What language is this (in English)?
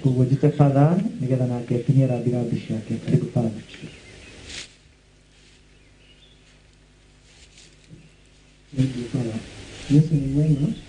Kikuyu